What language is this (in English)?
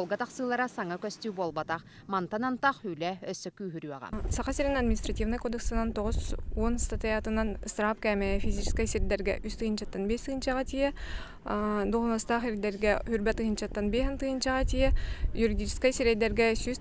Yakut